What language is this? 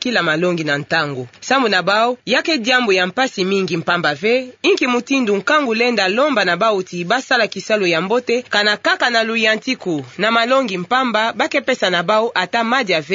Kituba (Democratic Republic of Congo)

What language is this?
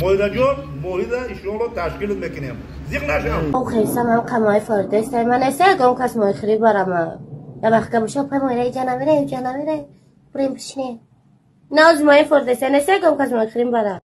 Tajik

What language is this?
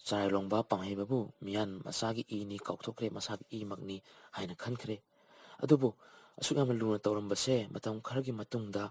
Manipuri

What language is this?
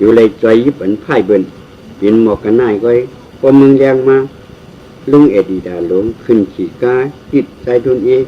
Shan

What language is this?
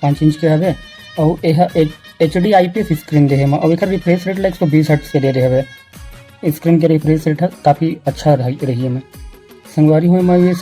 Chhattisgarhi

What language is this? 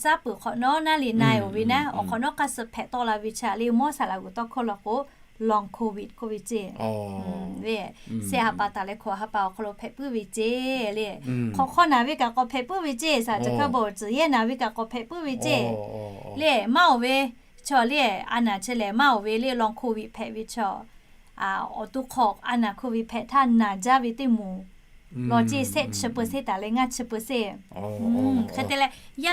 Lahu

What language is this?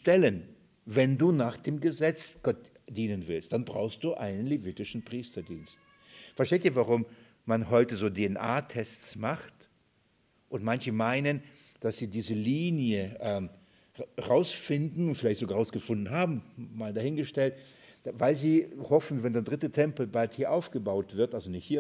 German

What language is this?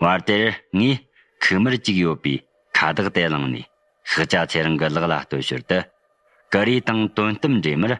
Tibetan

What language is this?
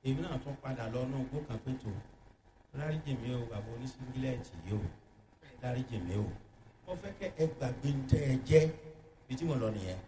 Yoruba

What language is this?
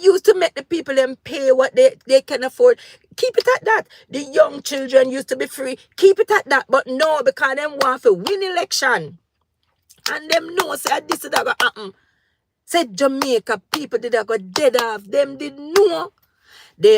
Jamaican Creole English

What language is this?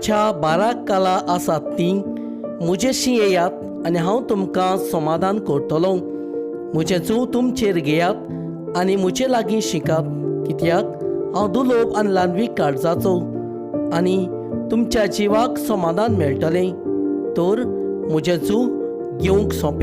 Konkani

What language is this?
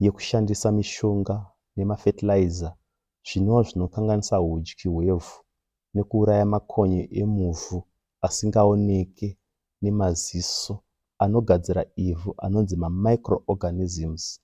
Shona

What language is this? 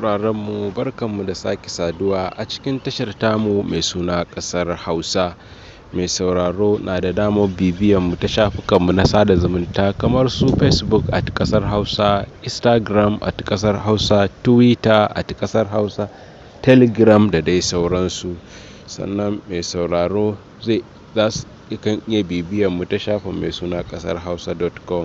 Hausa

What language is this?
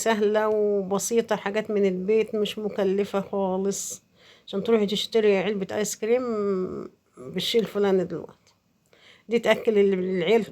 Egyptian Arabic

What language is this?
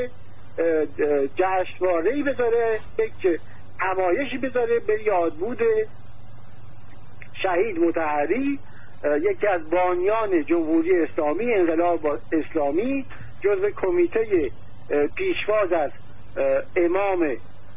Persian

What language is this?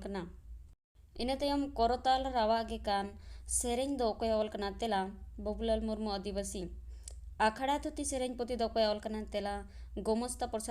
Santali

